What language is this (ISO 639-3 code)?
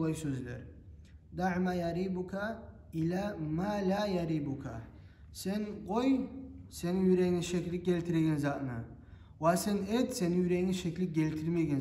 kum